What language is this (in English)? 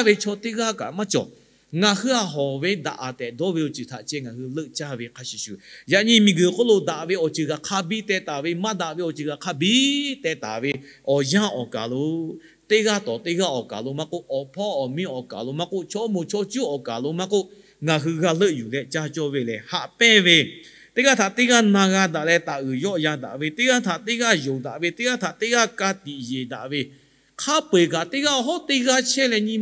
Lahu